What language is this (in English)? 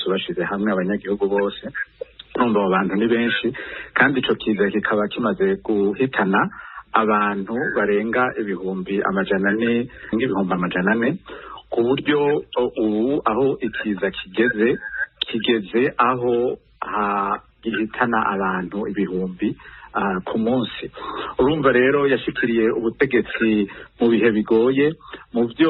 Rundi